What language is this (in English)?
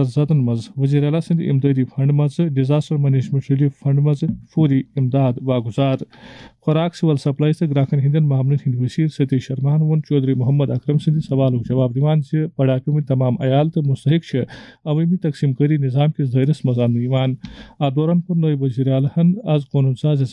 Kashmiri